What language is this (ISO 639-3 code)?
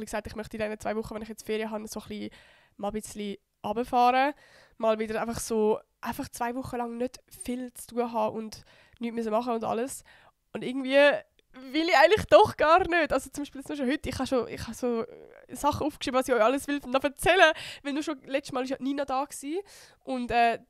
gsw